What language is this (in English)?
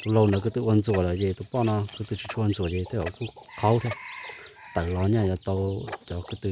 Hmong